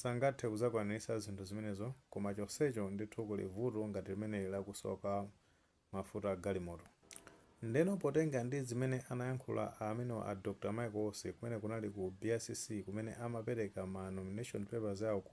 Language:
Nyanja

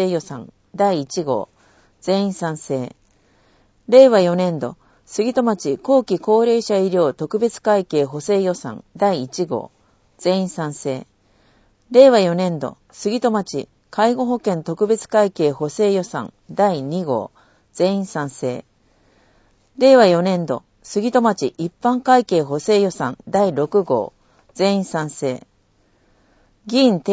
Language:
Japanese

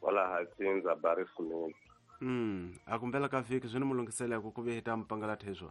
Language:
Tsonga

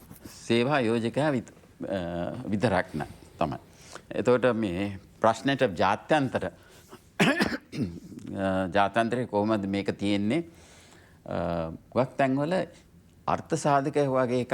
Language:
Sinhala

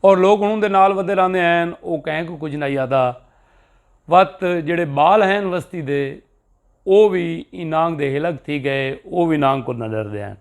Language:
Saraiki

